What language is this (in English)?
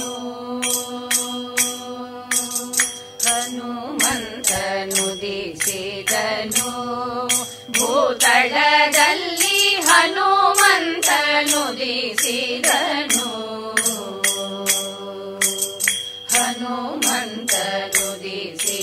Kannada